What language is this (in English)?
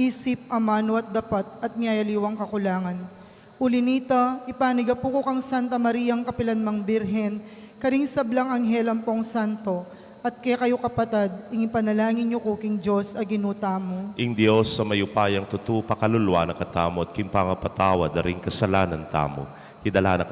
Pampanga